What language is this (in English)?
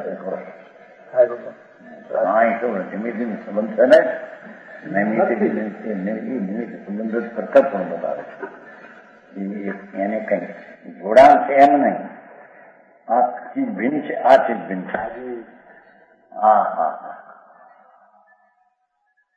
Gujarati